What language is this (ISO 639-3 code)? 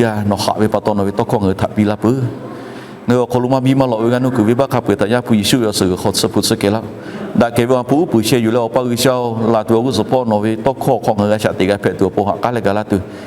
lhu